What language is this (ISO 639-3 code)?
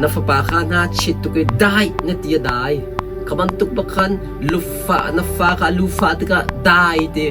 cnh